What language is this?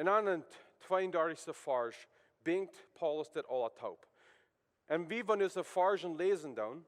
Plautdietsch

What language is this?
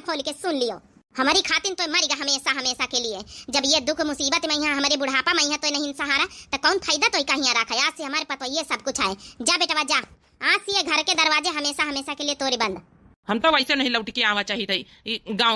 Awadhi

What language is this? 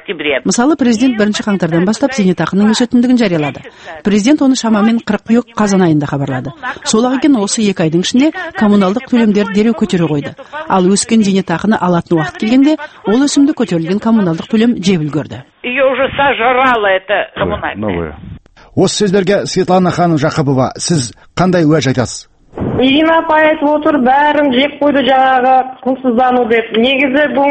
Kazakh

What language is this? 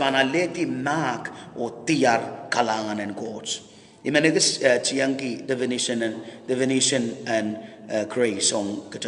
Pohnpeian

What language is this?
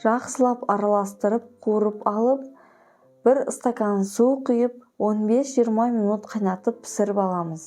Kazakh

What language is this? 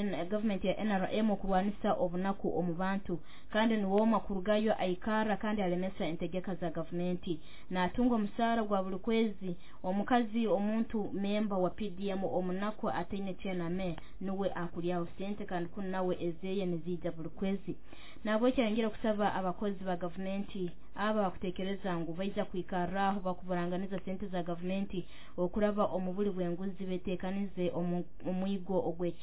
Nyoro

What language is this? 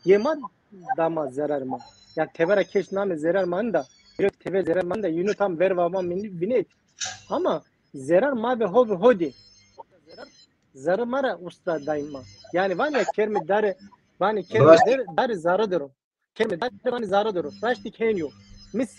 Zaza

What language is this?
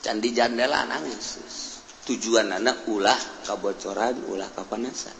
Sundanese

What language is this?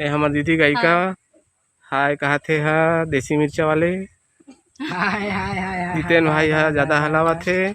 Chhattisgarhi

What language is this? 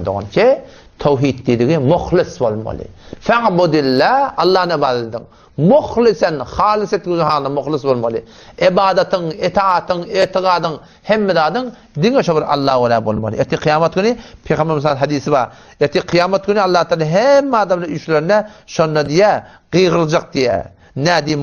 Turkmen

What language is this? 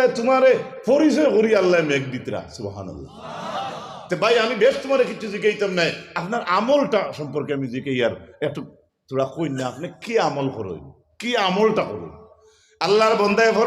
Sylheti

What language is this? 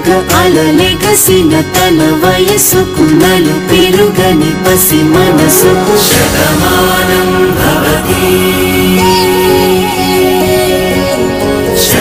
Telugu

